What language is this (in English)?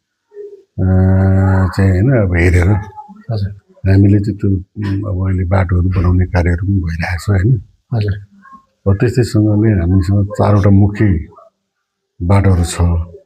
Nepali